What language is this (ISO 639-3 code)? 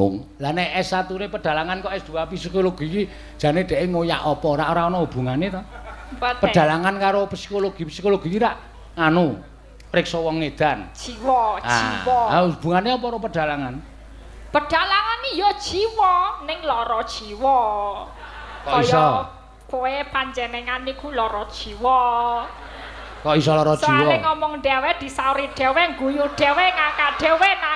jav